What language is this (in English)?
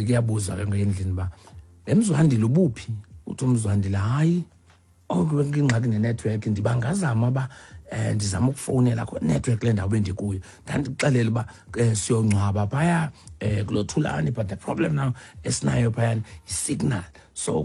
Xhosa